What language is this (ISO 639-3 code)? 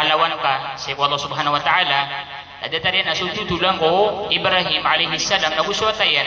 mrw